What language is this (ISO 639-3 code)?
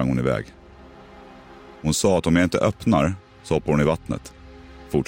swe